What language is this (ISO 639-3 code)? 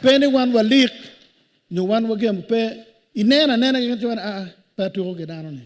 ach